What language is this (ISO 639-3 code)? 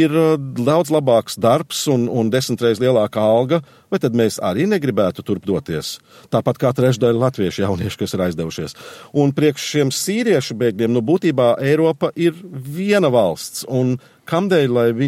lav